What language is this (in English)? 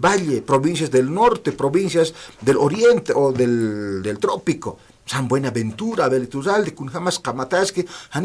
Aymara